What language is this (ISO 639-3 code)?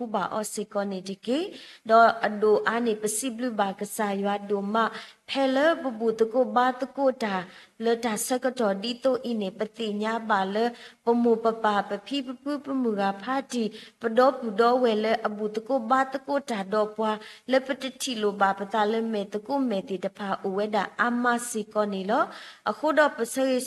ksw